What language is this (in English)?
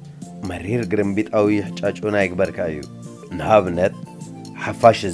Tigrinya